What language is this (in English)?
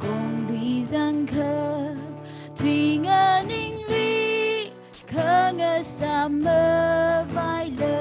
Tangkhul Naga (India)